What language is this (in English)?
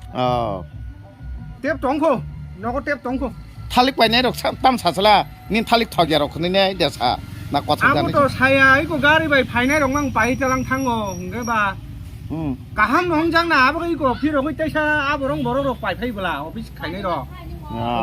Kok Borok